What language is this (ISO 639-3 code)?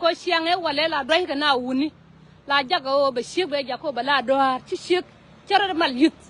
nus